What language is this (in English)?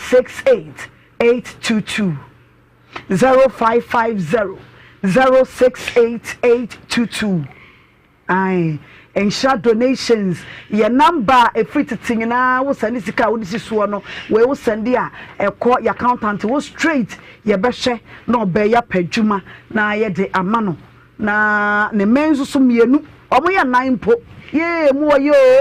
Akan